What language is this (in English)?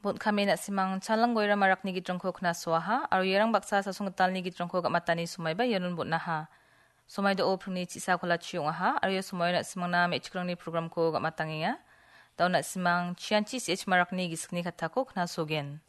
Garo